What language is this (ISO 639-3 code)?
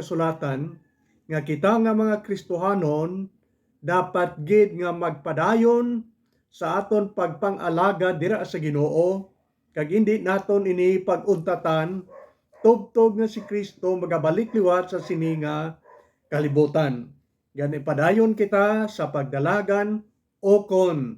hil